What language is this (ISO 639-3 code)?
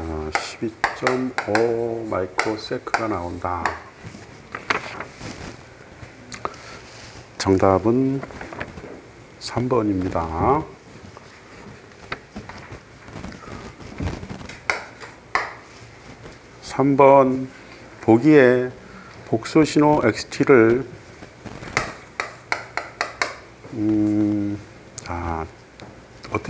kor